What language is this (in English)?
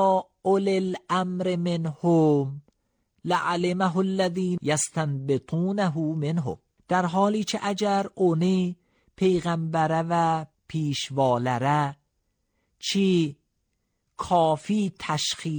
Azerbaijani